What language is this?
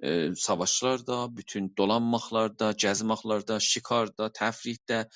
South Azerbaijani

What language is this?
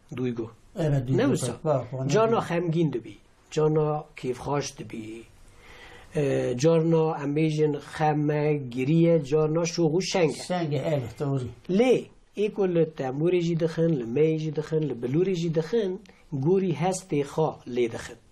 Kurdish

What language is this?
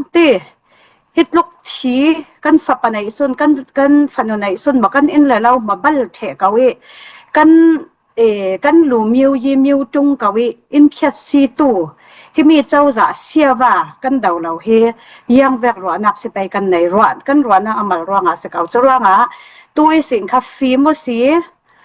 Falam Chin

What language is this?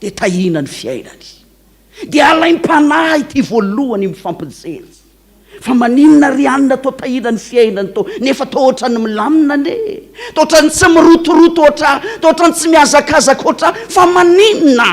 Malagasy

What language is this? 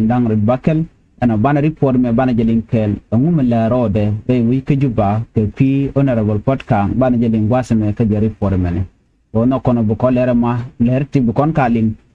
Nuer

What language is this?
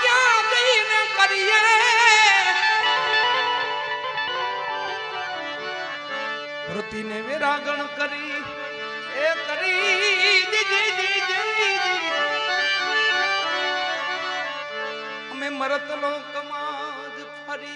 Gujarati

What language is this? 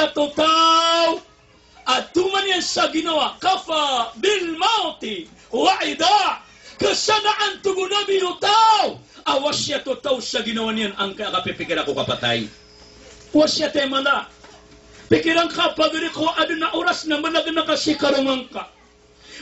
Maranao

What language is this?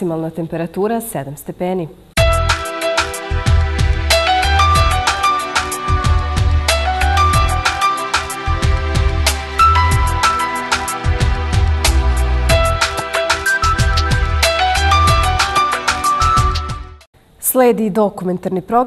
Serbian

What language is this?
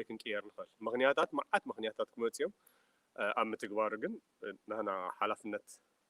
Tigrinya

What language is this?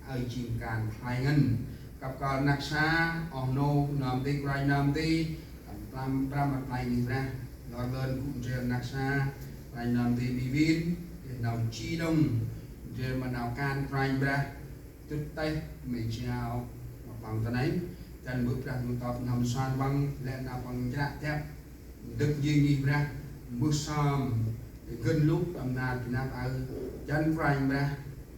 Central Mnong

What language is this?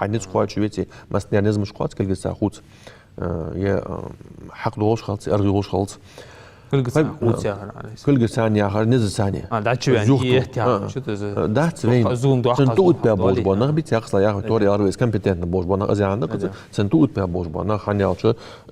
Ingush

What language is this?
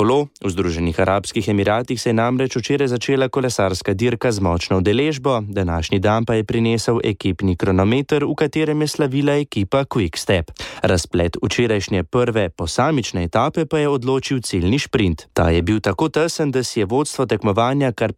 Slovenian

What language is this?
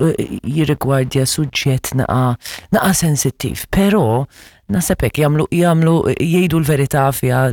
Maltese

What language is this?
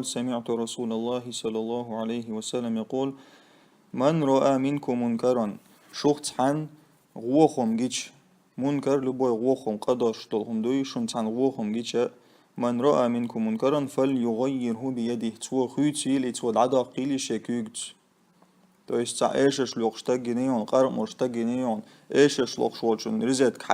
Chechen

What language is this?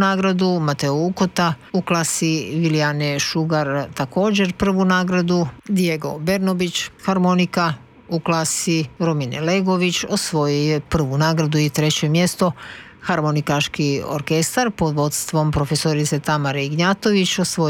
Croatian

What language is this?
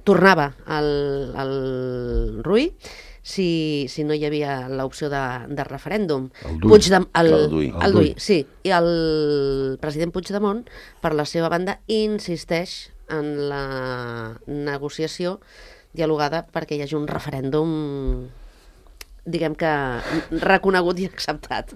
Catalan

